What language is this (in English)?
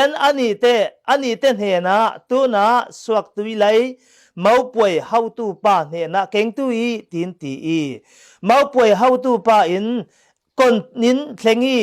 Falam Chin